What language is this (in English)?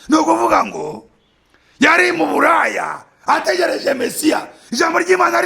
Kinyarwanda